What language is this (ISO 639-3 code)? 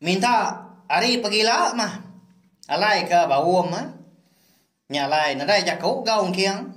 iba